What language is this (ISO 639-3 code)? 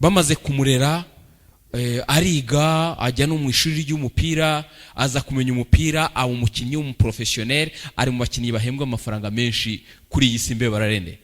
kin